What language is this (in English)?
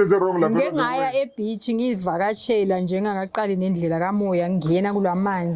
Zulu